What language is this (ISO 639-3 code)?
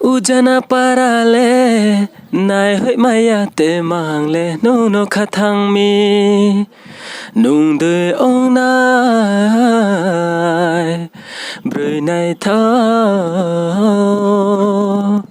ria